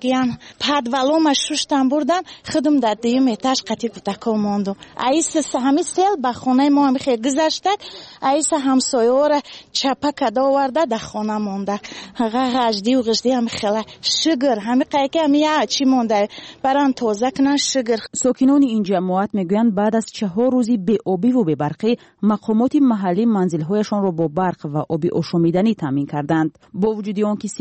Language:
Persian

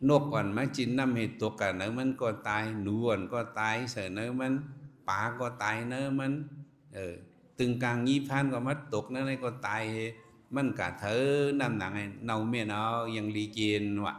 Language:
Shan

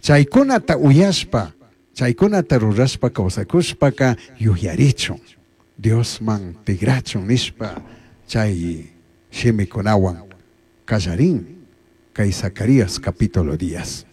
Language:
Chimborazo Highland Quichua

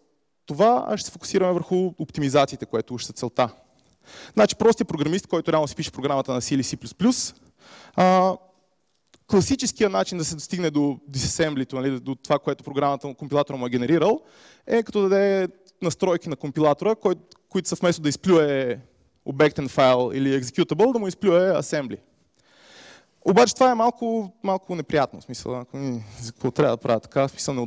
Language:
Bulgarian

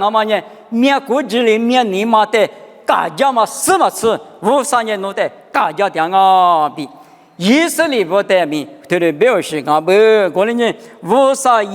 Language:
Lisu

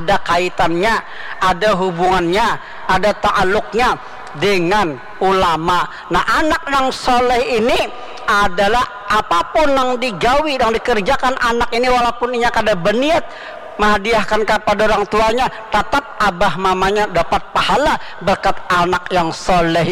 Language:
Banjar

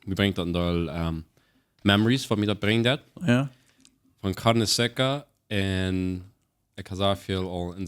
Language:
Plautdietsch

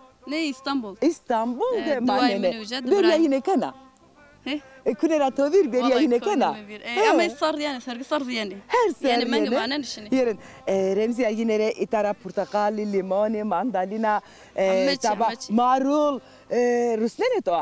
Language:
Zaza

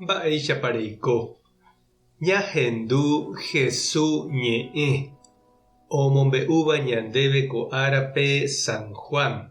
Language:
Guarani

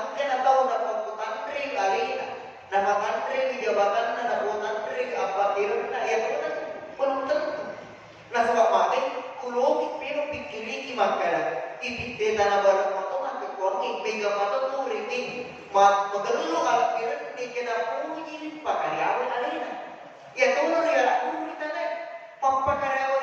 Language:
Buginese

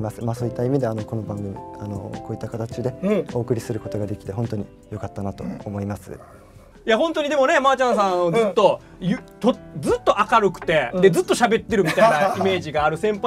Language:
Japanese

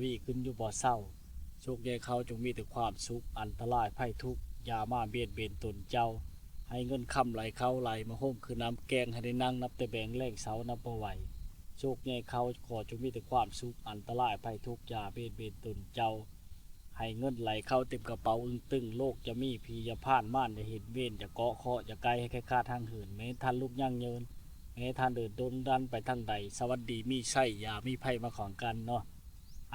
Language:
Lao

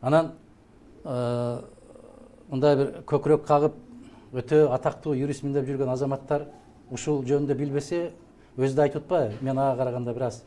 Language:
Kyrgyz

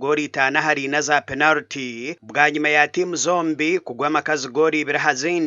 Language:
Nyankole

